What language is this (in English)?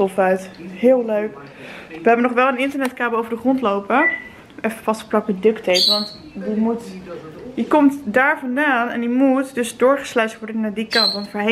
Dutch